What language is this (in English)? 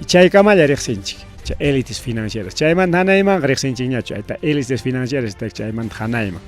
Ayacucho Quechua